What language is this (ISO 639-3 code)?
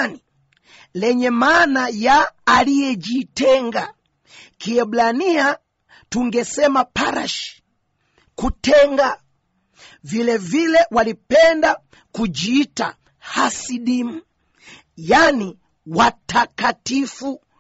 swa